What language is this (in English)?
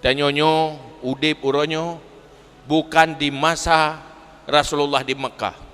Achinese